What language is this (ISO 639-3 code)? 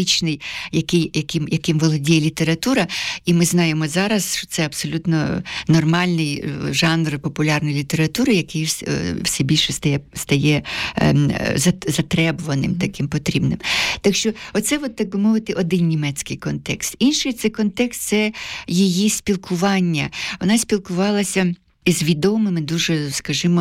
ukr